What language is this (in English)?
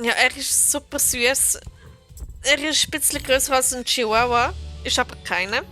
Swiss German